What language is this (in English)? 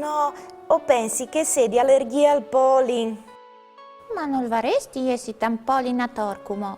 Friulian